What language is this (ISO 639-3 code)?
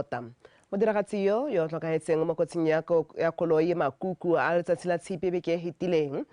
tsn